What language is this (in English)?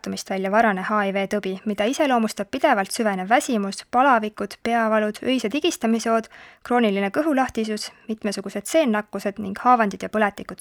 Estonian